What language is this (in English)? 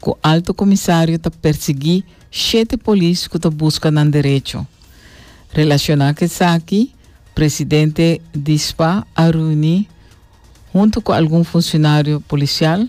Papiamento